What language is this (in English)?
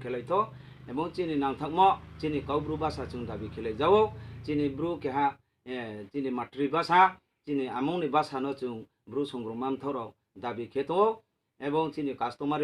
Riang (India)